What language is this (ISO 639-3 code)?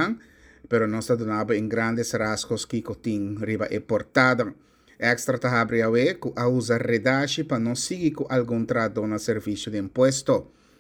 pap